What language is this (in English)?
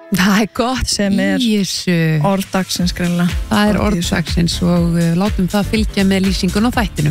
Icelandic